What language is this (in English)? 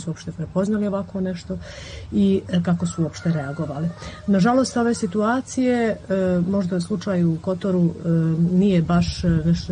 Serbian